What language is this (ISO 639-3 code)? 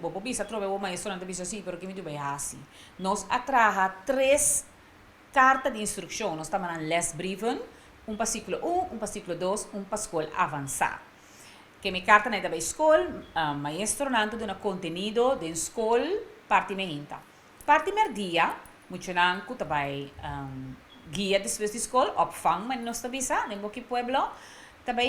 pap